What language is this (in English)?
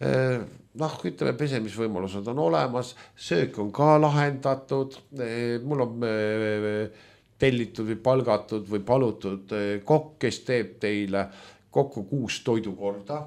Estonian